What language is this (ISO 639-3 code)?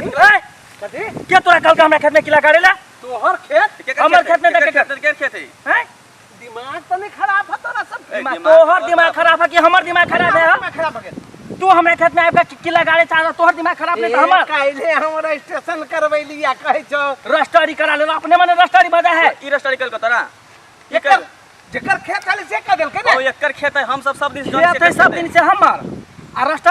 mai